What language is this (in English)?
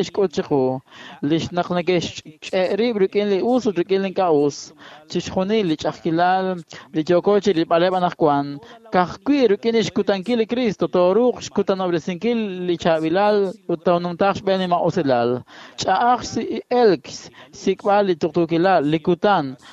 Kekchí